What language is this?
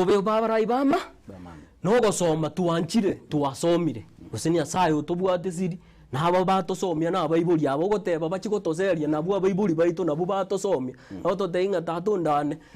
Gusii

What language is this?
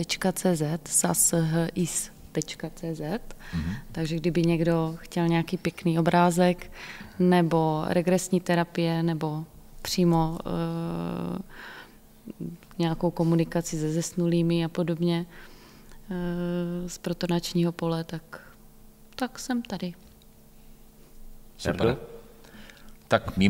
Czech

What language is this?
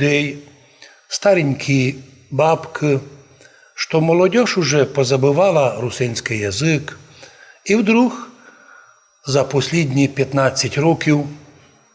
Rusyn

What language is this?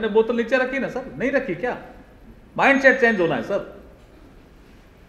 Odia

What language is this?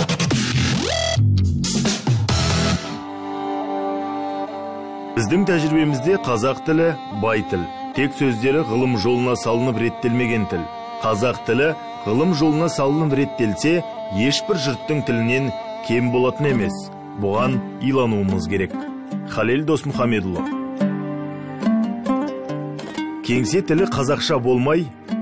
Kazakh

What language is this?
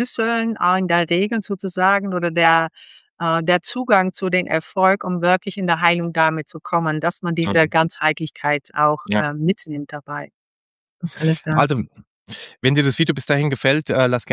German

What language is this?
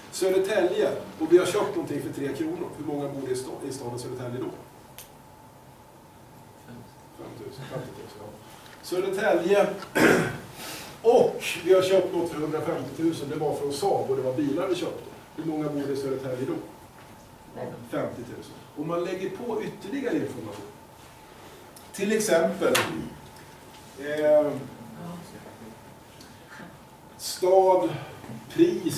Swedish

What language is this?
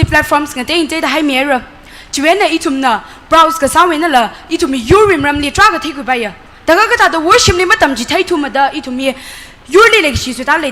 Tangkhul Naga (India)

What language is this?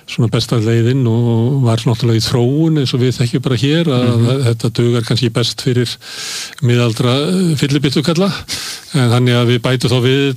Icelandic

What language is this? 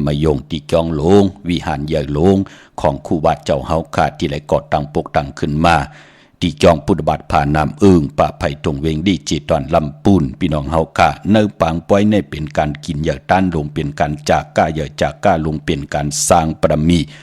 Shan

